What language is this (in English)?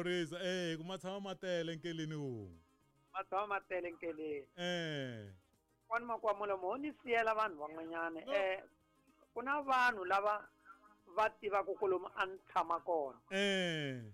Tsonga